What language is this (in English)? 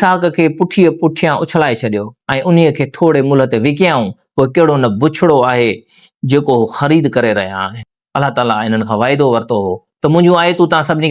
Sindhi